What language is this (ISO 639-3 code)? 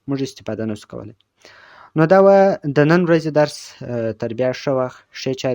pus